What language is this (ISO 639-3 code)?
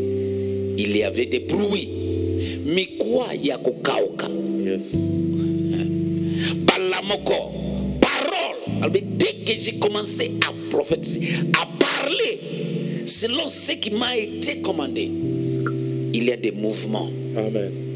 fra